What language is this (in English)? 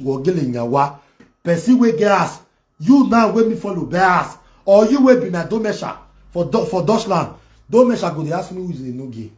Nigerian Pidgin